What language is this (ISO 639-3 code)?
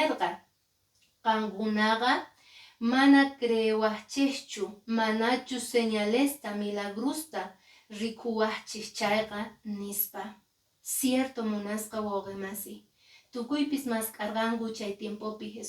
que